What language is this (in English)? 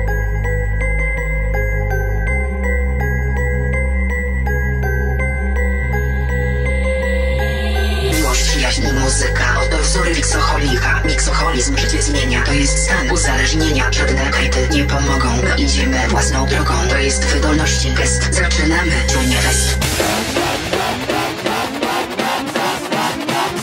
Polish